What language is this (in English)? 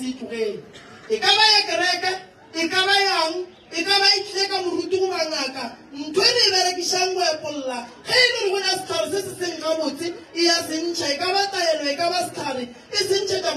Northern Sotho